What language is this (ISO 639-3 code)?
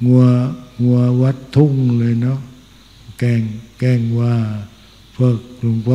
tha